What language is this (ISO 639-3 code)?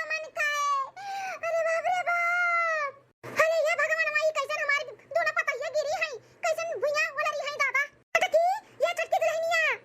awa